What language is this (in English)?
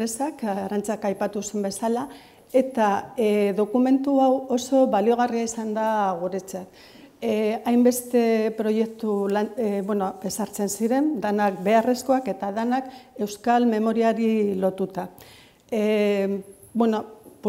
Basque